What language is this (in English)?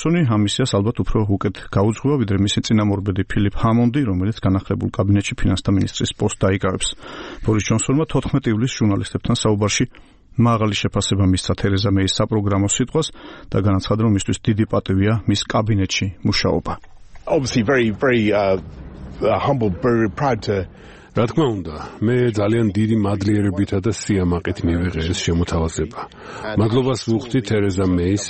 Georgian